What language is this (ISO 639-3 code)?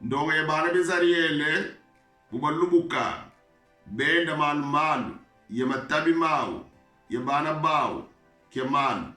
kon